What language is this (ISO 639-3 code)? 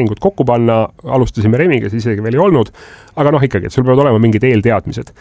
est